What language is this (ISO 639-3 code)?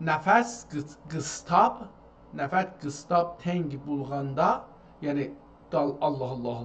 azb